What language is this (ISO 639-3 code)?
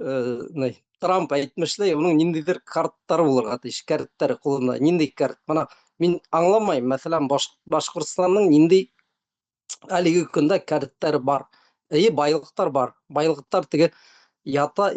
bak